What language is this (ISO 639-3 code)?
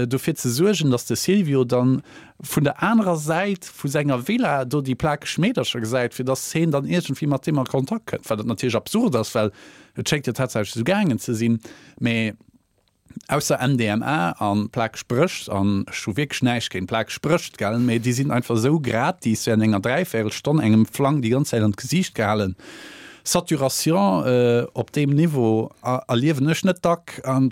ltz